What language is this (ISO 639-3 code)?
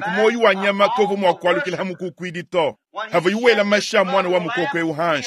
lua